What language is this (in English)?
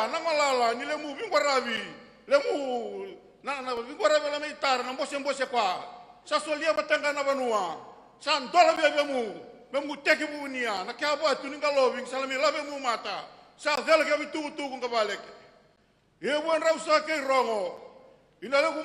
Fijian